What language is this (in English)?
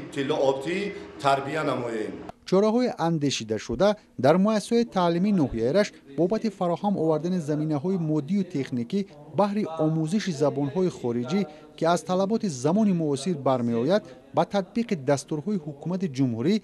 Tajik